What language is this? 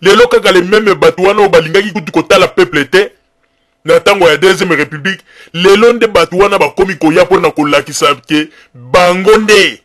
Lingala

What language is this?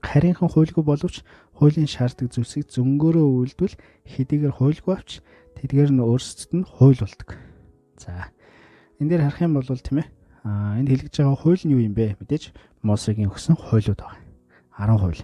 Mongolian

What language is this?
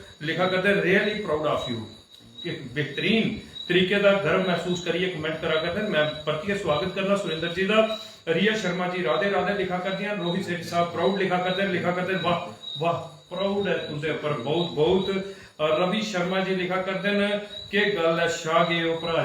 Dogri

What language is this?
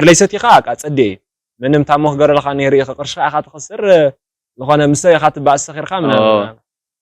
Tigrinya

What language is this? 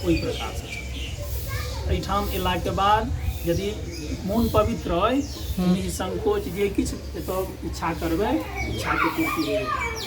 Maithili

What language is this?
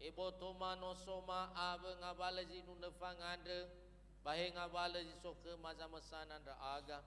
Nias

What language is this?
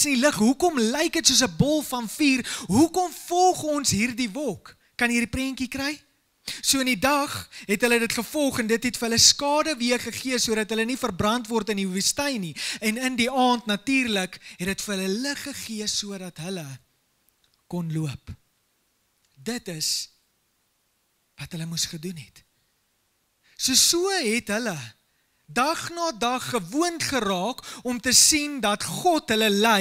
Afrikaans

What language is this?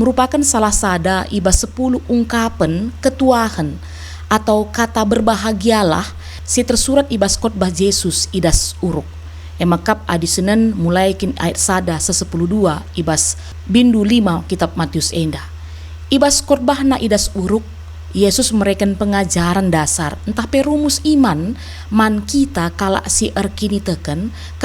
Batak Karo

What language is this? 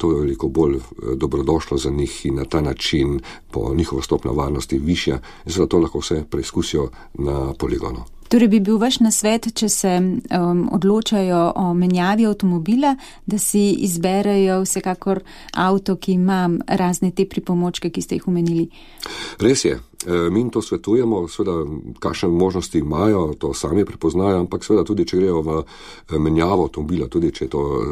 Slovenian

